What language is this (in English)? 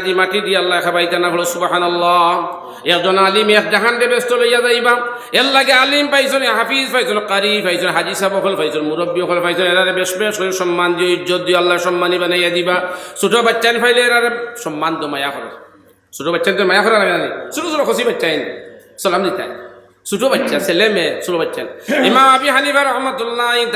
Sylheti